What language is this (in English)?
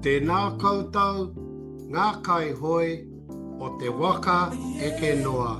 Māori